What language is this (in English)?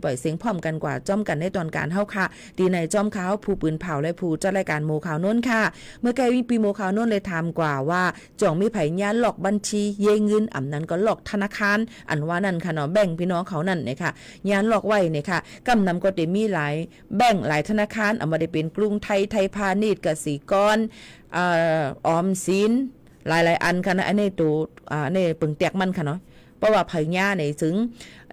Shan